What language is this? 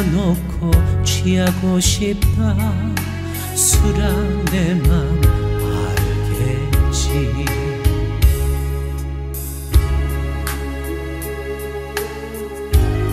Korean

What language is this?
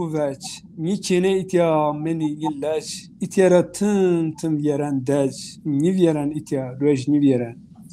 Zaza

